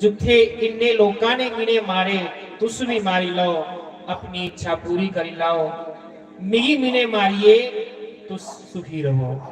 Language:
Dogri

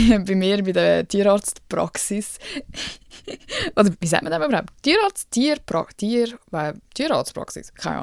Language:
Swiss German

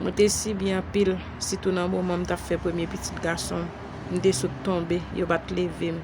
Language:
Haitian Creole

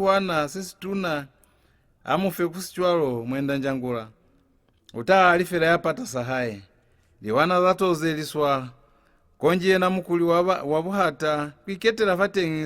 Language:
Lozi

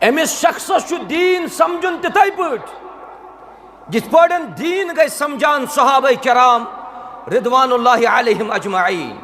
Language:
Kashmiri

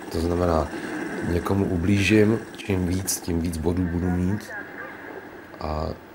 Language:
Czech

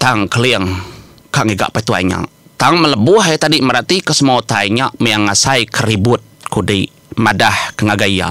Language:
Iban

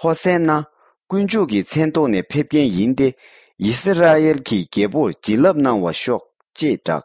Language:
Tibetan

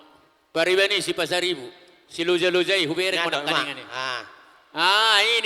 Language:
Batak Toba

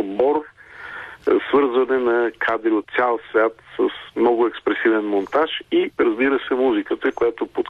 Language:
Bulgarian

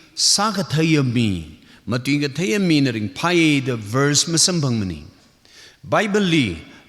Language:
Tangkhul Naga (India)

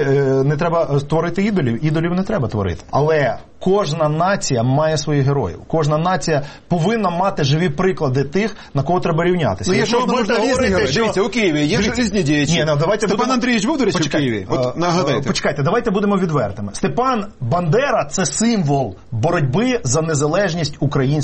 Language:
Ukrainian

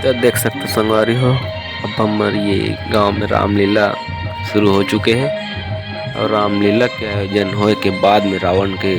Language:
Chhattisgarhi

